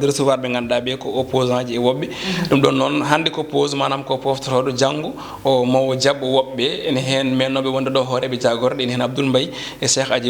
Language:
Fula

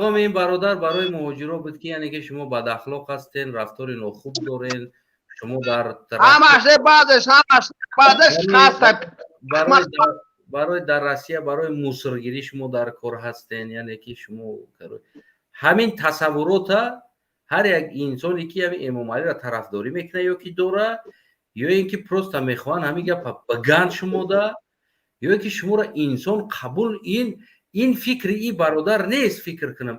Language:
Tajik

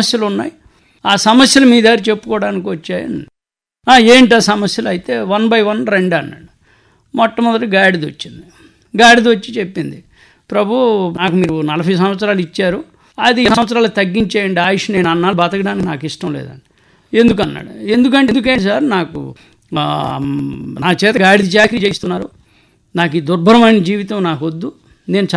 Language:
Telugu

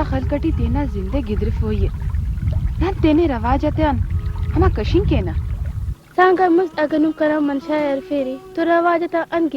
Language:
Brahui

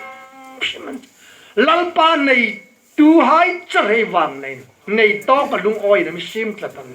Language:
Hmar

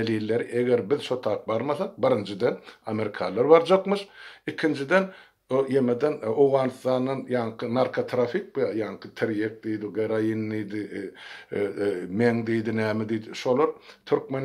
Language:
Turkmen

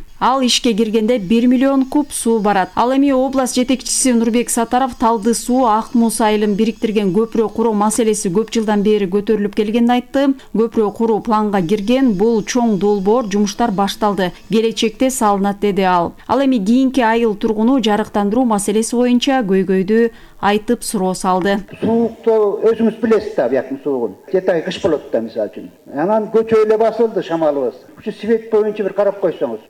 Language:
Kyrgyz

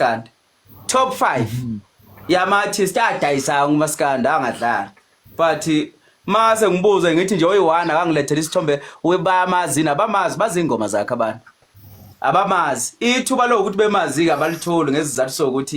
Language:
Zulu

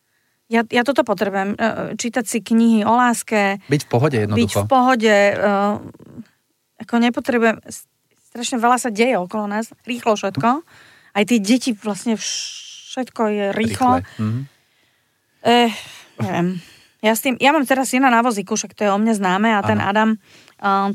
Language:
Slovak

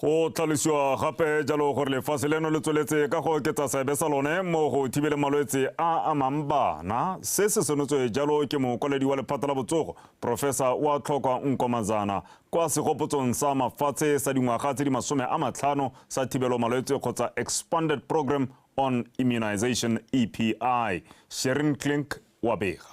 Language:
Tswana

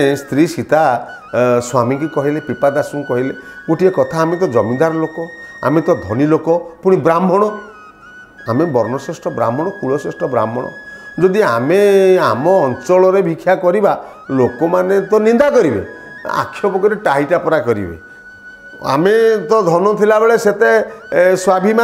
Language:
Odia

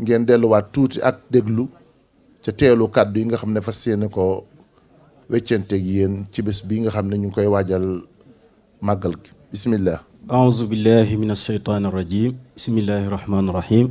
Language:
Wolof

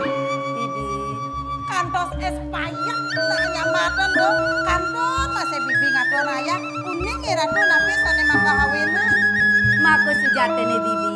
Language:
Balinese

